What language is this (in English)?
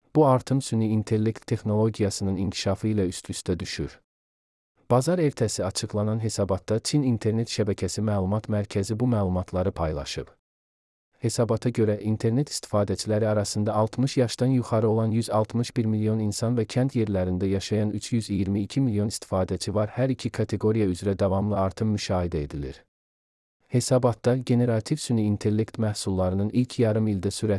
Azerbaijani